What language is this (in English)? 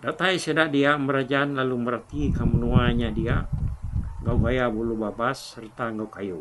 Iban